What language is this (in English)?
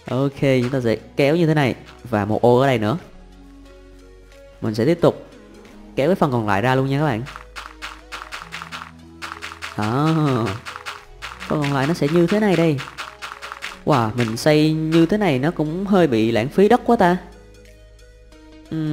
Vietnamese